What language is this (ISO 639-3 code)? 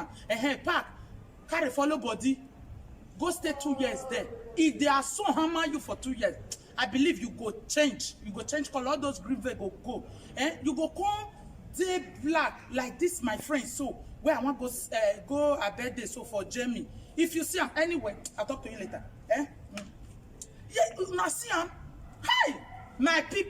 pcm